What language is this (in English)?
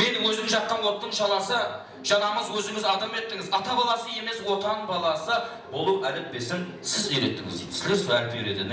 Kara-Kalpak